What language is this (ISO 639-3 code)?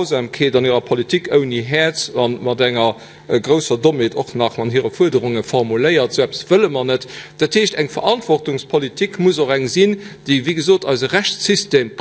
ltz